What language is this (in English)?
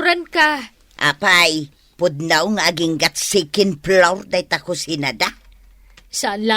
Iloko